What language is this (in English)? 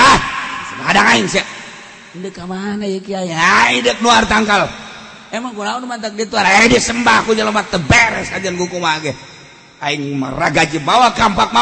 Sundanese